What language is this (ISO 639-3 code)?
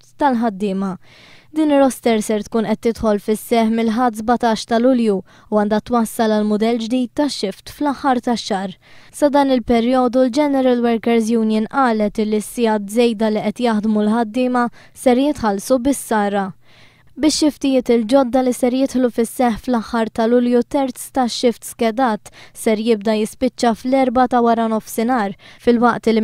mlt